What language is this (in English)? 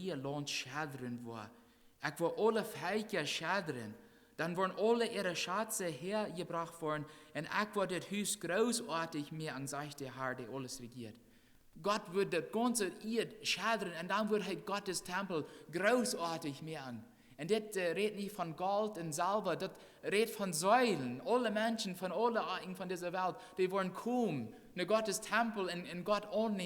Plautdietsch